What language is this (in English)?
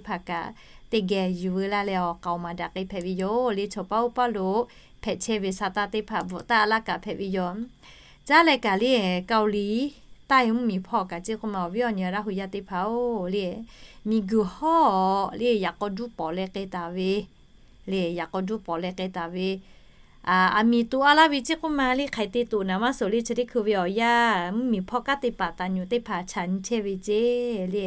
Lahu